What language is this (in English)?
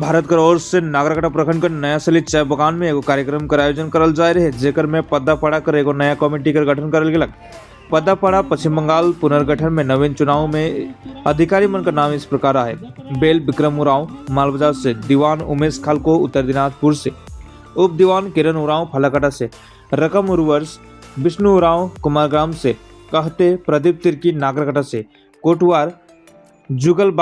Sadri